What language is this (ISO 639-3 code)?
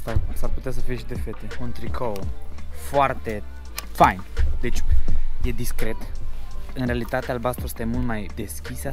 ron